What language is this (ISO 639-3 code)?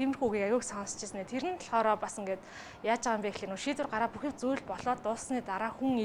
mon